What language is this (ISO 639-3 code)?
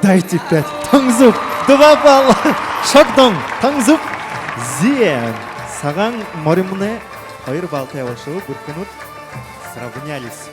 bua